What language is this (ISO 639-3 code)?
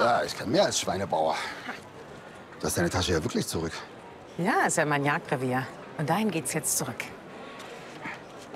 deu